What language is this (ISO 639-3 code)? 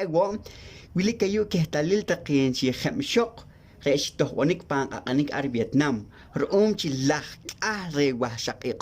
poh